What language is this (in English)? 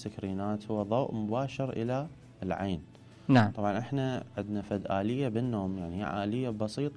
Mesopotamian Arabic